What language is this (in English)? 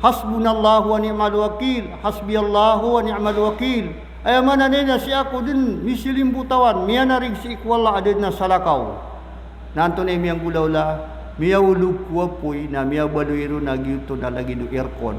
Maranao